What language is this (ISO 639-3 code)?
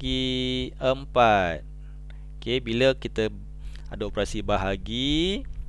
msa